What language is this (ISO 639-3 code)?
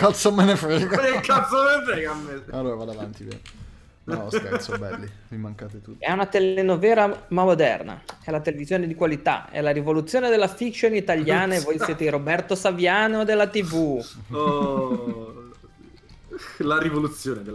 ita